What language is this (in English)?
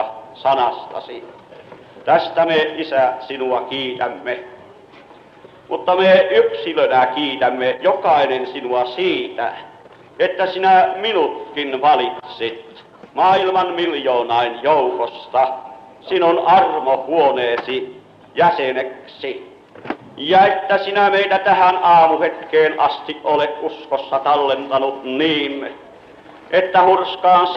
Finnish